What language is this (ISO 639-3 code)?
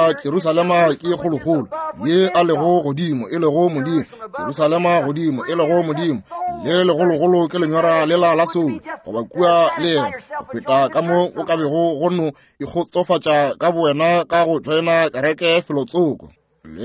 nso